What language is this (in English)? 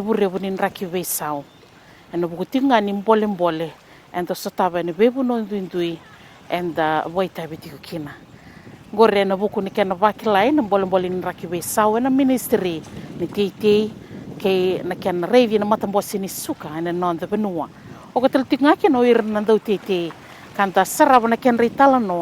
Fijian